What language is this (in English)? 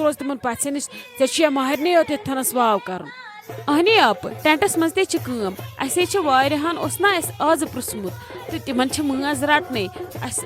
Kashmiri